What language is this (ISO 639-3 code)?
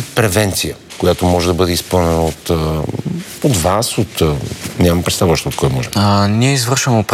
bul